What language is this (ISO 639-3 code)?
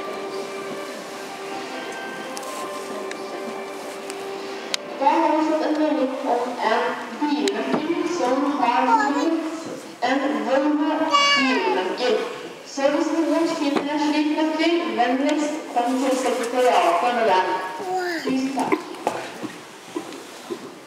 nor